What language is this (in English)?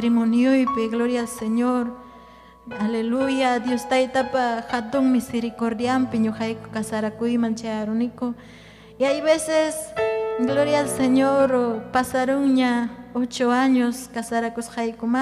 Ayacucho Quechua